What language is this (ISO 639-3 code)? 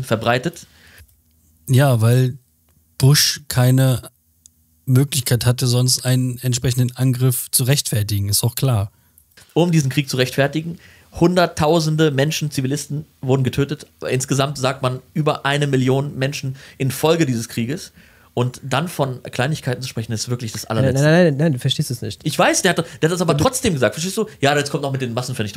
deu